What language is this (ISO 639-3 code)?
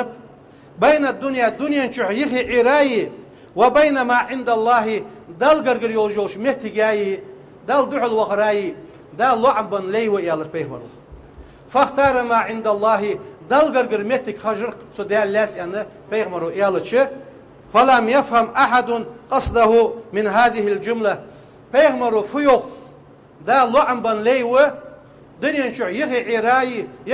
inh